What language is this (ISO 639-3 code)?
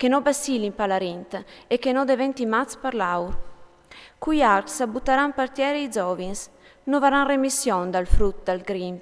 fur